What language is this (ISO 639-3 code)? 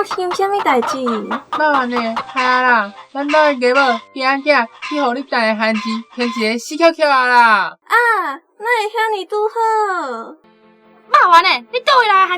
nan